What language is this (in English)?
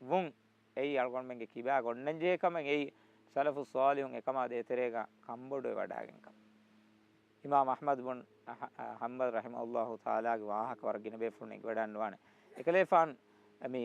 Divehi